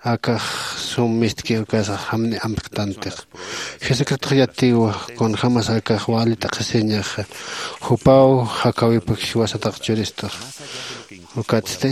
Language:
Aymara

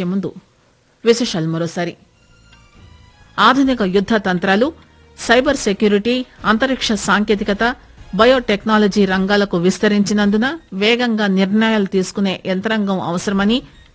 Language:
Telugu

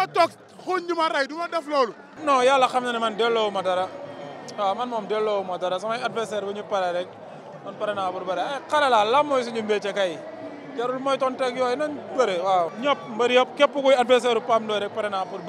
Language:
Wolof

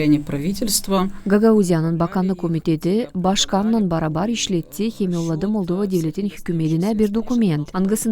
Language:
Gagauz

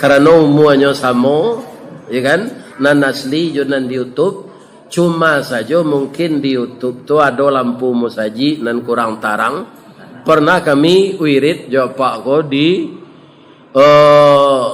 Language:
Minangkabau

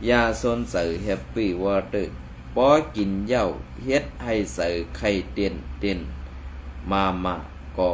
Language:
Shan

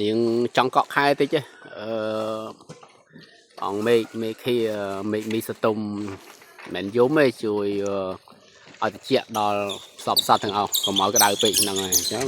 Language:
Khmer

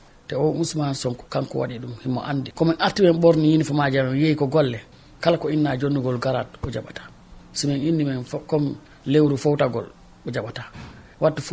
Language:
Fula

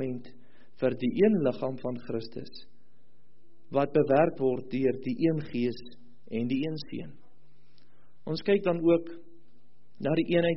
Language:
Afrikaans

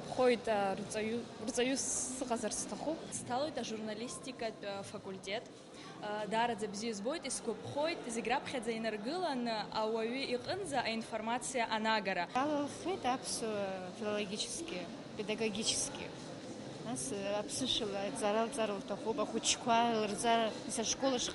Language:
Abkhazian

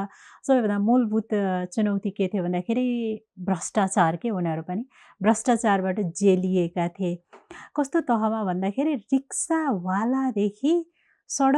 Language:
Nepali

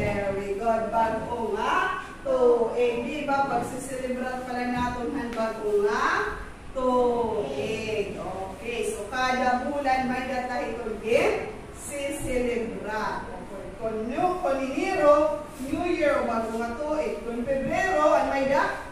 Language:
Waray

